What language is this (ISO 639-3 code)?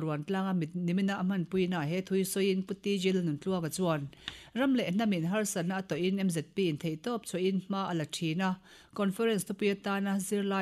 lus